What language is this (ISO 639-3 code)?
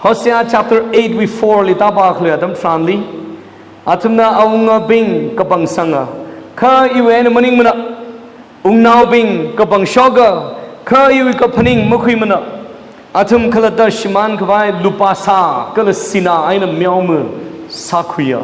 nmf